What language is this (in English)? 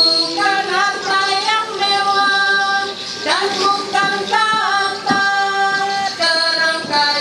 Ma'anyan